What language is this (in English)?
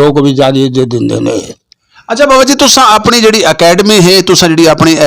Western Panjabi